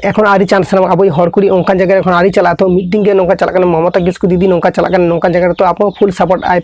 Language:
Santali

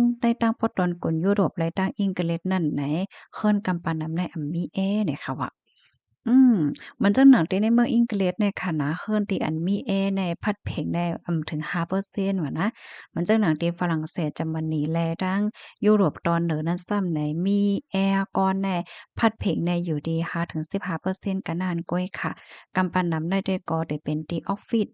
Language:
Shan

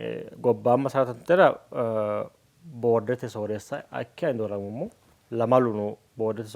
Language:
Sidamo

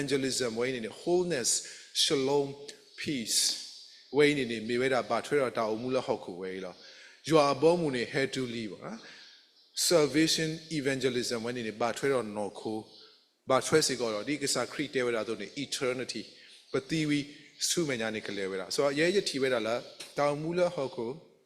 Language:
S'gaw Karen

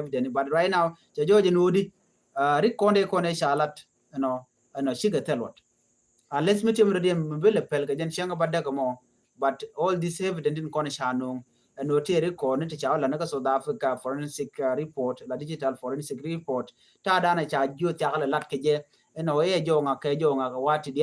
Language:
Nuer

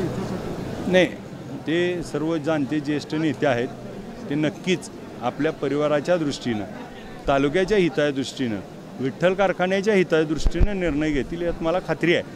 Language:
Marathi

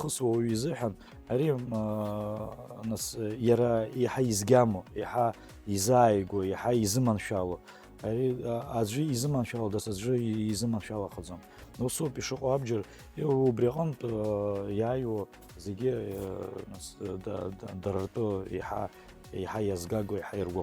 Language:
Abkhazian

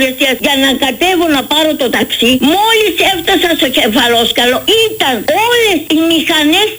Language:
Greek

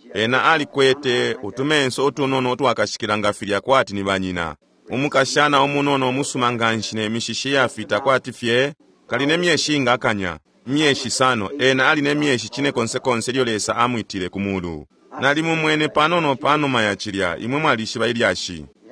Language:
Bemba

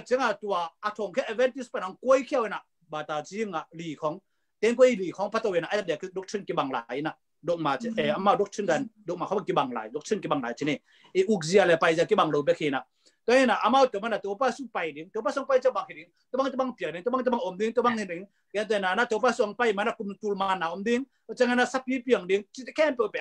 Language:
Tedim Chin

